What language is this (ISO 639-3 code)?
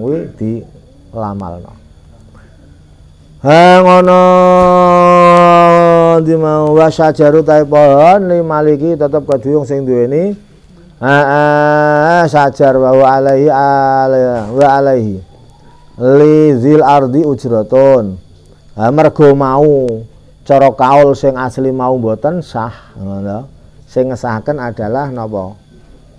jav